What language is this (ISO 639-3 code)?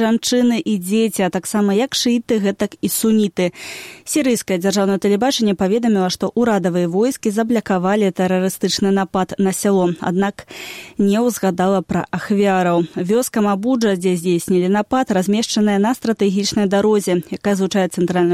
bel